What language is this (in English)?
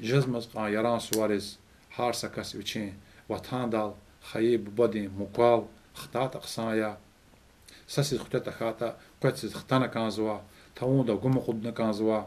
Lezghian